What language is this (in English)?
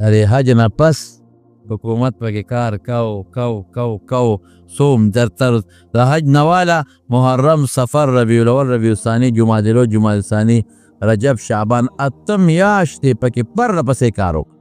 Pashto